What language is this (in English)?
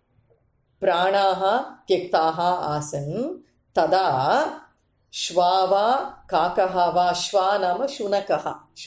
Sanskrit